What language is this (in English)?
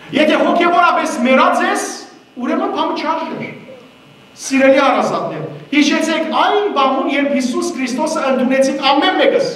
Western Armenian